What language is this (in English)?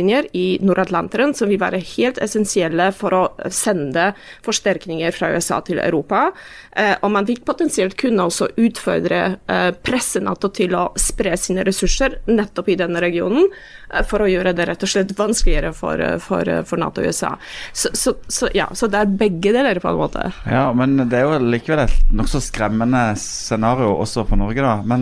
Norwegian